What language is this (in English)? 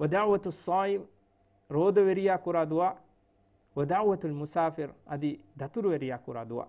Divehi